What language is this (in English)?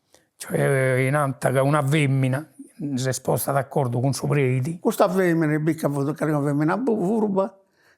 Sardinian